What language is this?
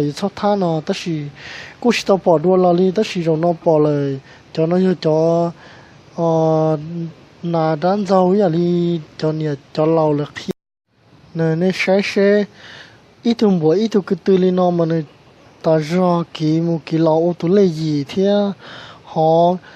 Hmong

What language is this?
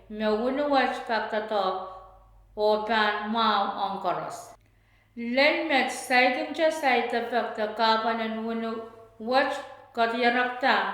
Pohnpeian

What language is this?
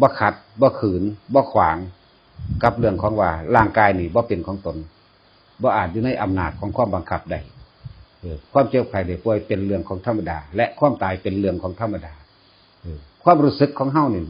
Northeastern Thai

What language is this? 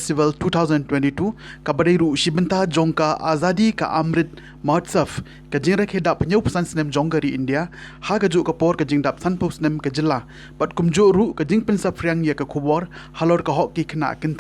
Khasi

